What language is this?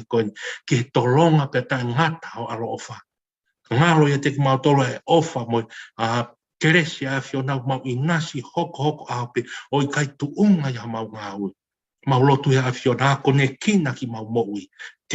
Tongan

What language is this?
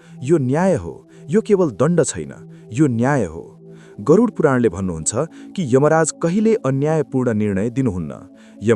Nepali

